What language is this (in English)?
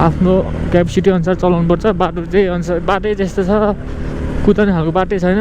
Nepali